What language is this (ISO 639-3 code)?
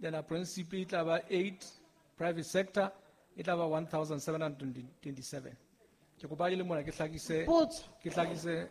sot